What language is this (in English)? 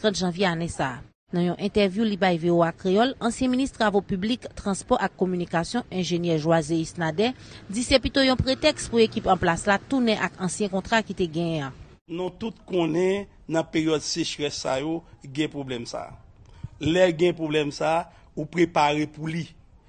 Haitian Creole